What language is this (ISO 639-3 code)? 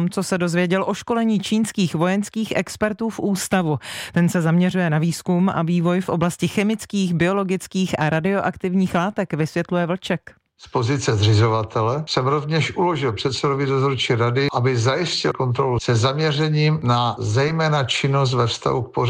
ces